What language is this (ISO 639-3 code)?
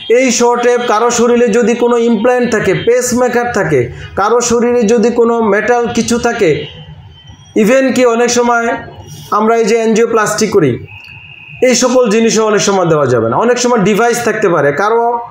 ben